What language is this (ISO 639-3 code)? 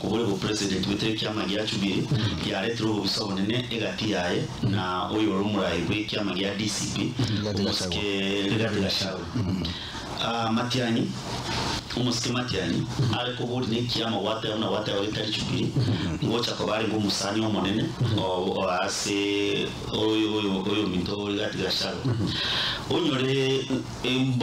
guz